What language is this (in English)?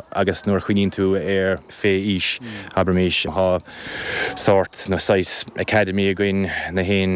Irish